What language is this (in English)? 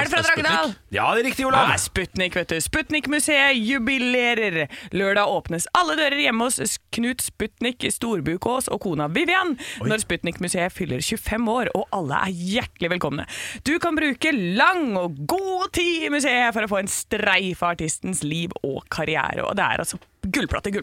Norwegian